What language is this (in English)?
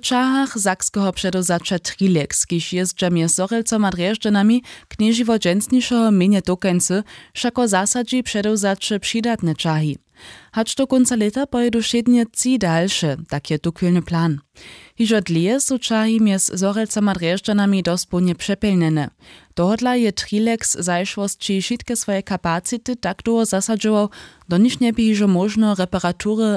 Upper Sorbian